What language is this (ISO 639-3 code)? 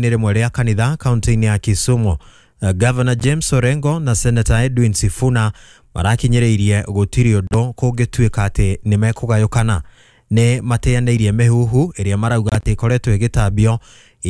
kik